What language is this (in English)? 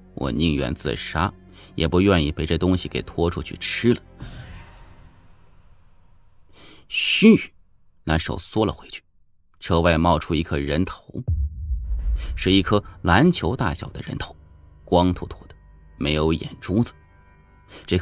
Chinese